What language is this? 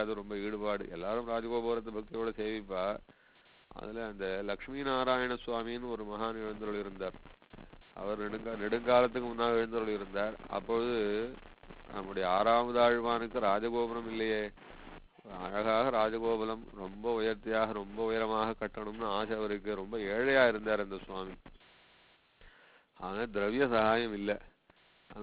Tamil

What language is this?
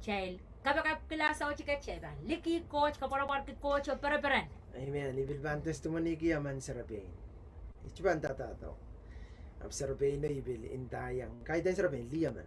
Pohnpeian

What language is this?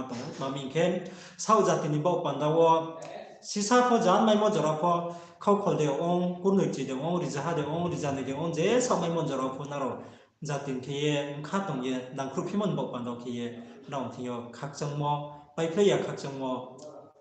Riang (India)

